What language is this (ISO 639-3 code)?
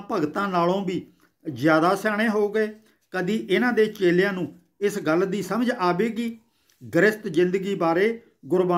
pan